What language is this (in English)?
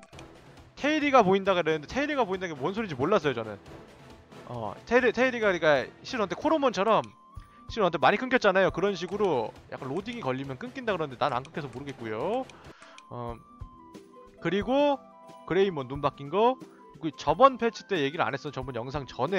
Korean